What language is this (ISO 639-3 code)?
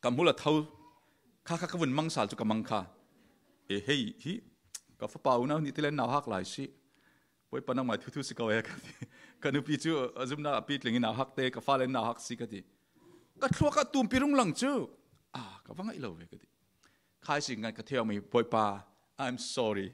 cfm